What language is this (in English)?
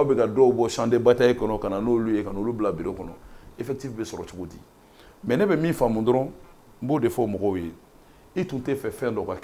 Bambara